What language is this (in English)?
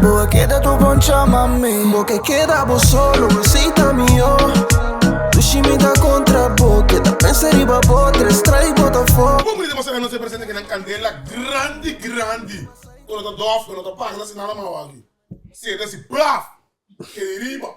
Papiamento